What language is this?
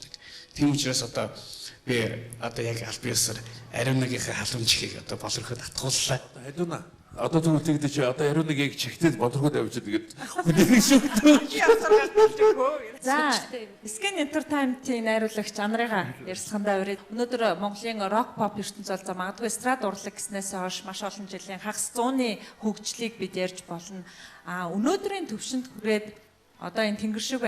Mongolian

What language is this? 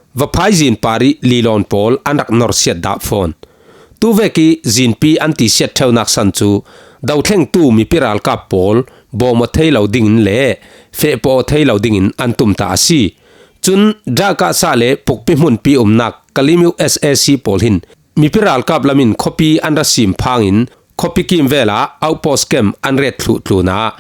Falam Chin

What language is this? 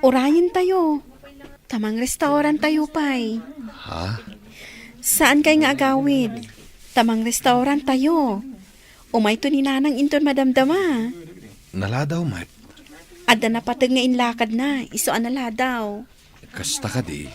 Iloko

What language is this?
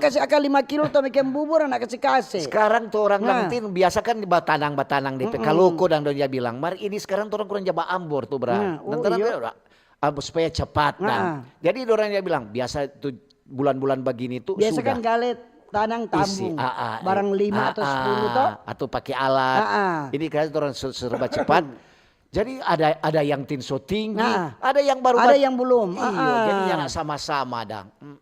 Manado Malay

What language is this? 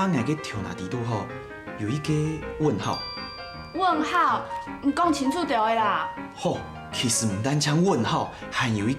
Hakka Chinese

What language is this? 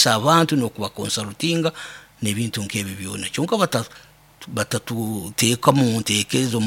Nyoro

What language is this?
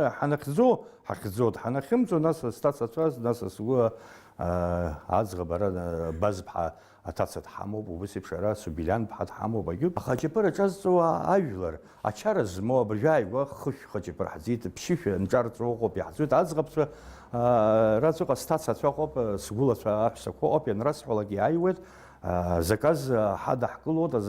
Abkhazian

